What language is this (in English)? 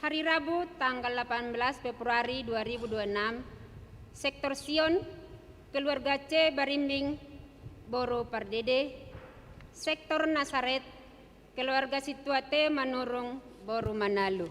Batak Toba